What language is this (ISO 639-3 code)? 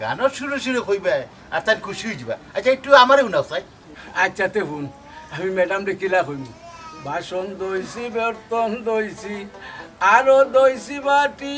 syl